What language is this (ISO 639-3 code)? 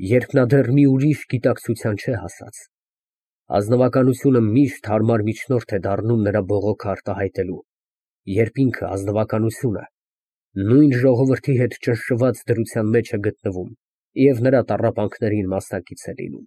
hye